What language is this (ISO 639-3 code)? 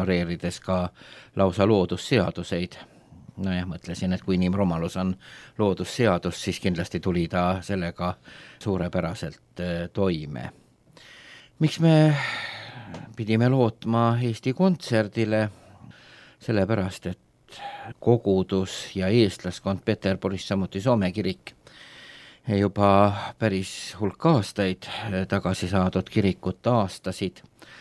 est